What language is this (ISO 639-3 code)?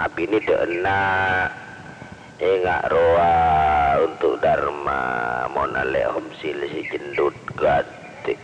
mad